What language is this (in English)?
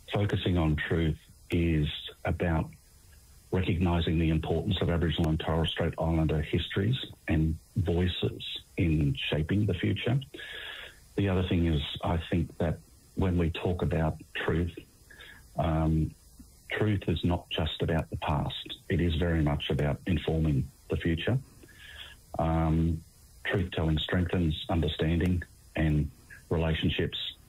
English